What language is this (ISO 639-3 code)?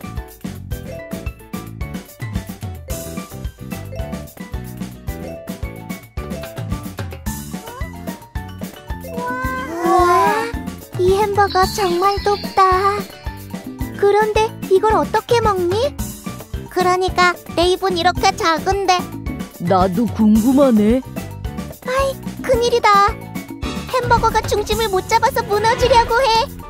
kor